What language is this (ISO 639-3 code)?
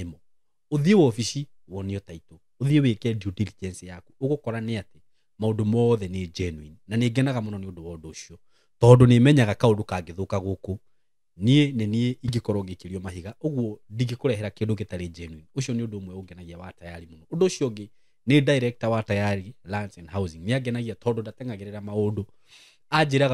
kik